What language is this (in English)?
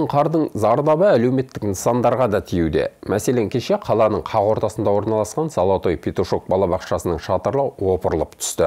Kazakh